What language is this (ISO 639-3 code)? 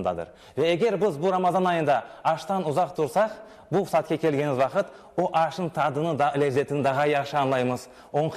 crh